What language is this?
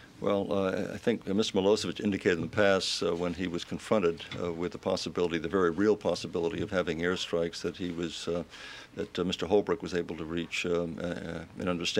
English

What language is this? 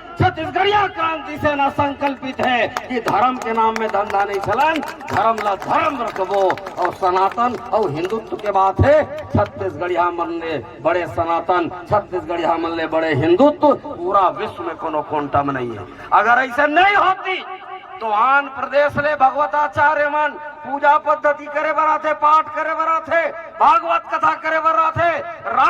Chhattisgarhi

